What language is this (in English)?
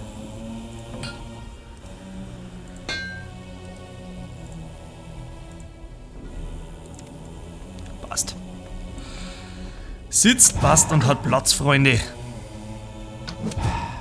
German